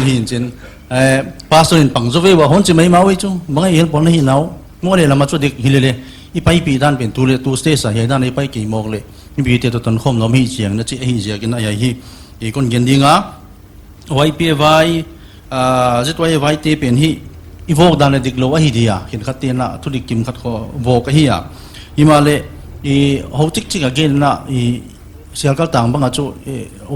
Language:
Paite Chin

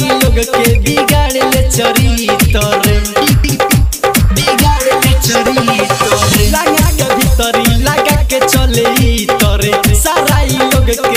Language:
Bhojpuri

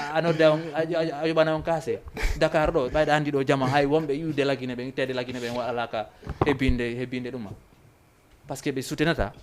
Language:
Fula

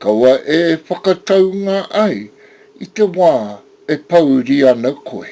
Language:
Māori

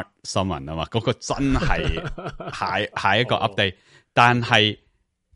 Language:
Cantonese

